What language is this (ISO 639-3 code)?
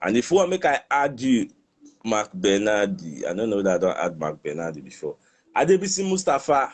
pcm